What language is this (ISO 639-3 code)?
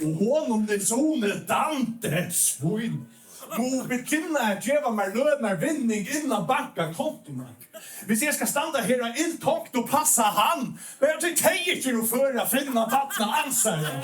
fao